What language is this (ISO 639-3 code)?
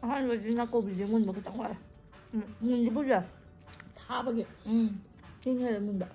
mni